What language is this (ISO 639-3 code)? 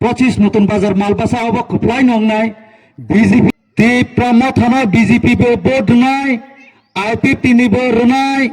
trp